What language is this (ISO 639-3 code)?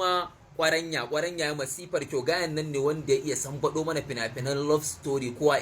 hau